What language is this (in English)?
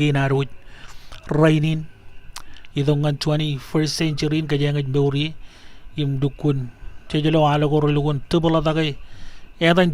Marshallese